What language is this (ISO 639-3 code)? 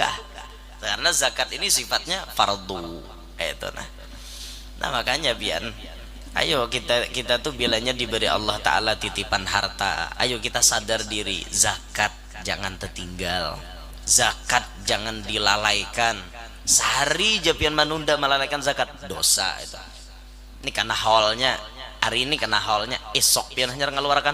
bjn